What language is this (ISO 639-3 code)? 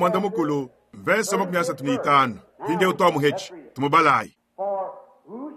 lua